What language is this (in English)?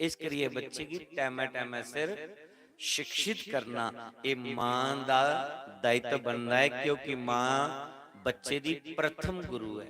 Dogri